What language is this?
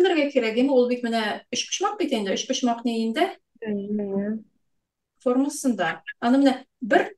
Tatar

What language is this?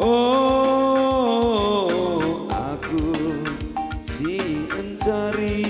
Batak Karo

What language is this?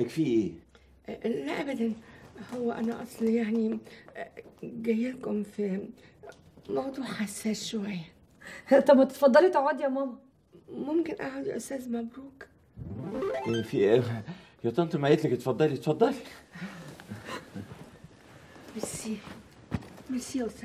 Egyptian Arabic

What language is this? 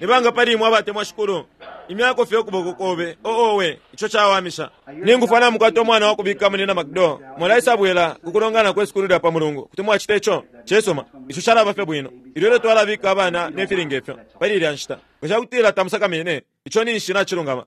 Bemba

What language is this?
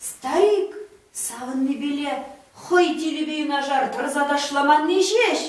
Chuvash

